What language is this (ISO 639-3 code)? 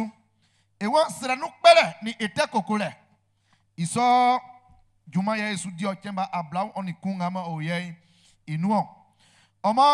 bci